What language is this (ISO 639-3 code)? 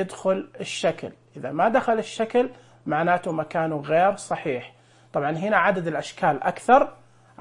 ars